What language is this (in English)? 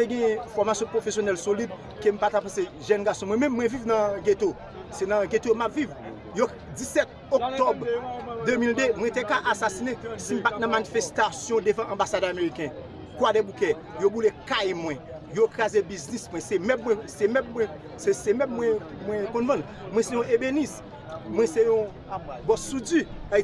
Haitian Creole